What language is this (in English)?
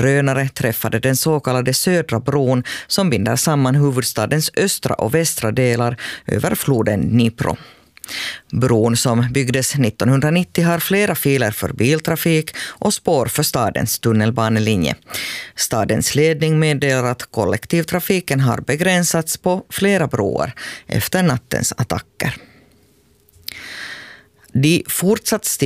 Swedish